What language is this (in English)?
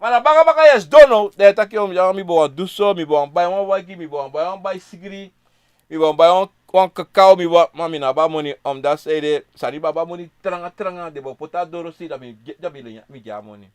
Sranan Tongo